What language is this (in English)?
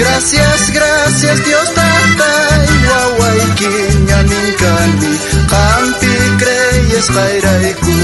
South Bolivian Quechua